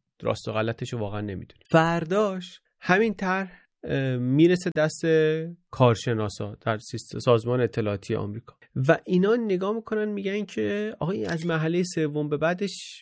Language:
Persian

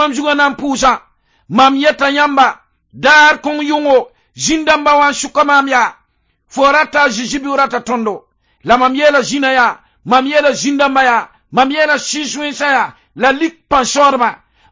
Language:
Mossi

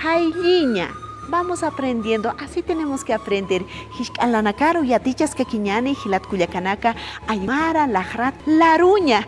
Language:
Aymara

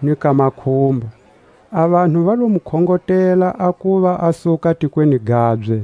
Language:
Tswa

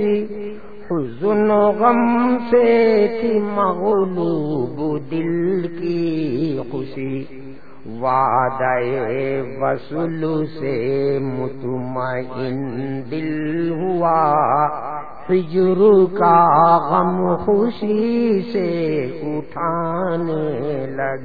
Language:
Urdu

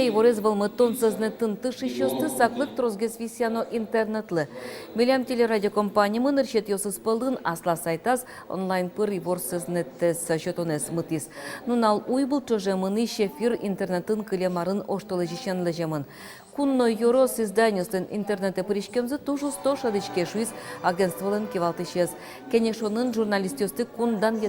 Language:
Udmurt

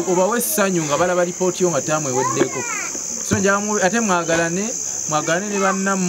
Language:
Ganda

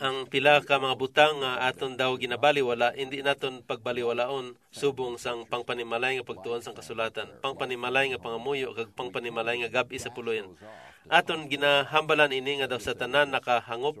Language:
Hiligaynon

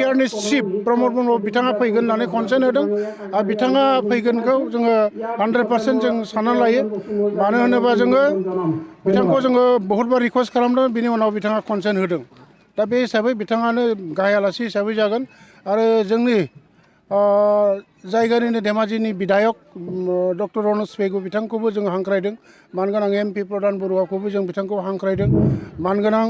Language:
Bodo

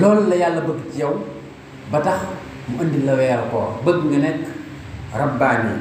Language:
Wolof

